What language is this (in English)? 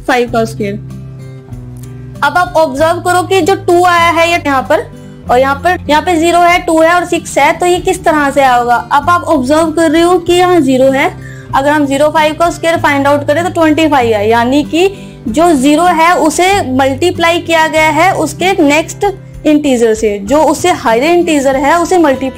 Hindi